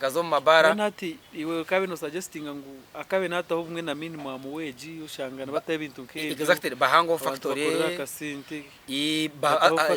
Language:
Nyankole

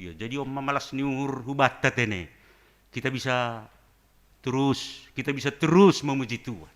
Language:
Batak Simalungun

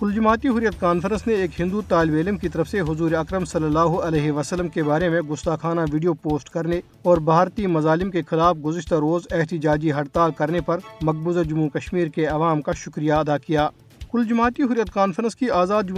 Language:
Urdu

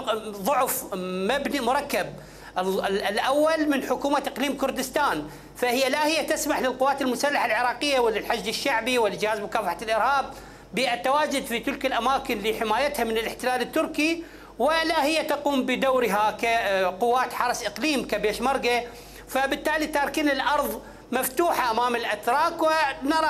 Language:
Mesopotamian Arabic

